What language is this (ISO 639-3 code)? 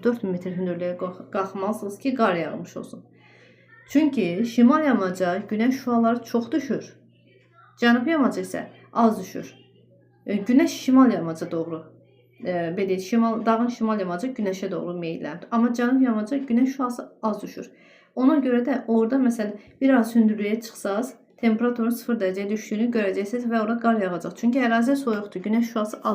aze